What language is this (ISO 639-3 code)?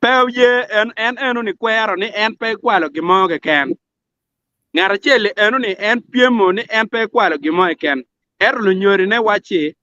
ach